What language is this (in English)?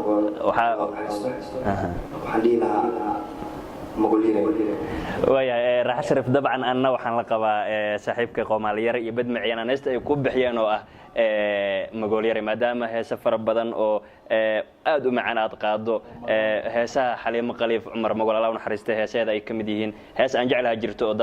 Somali